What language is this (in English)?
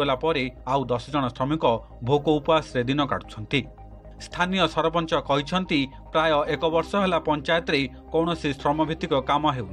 Odia